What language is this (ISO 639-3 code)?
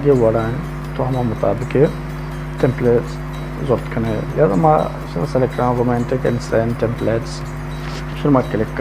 bal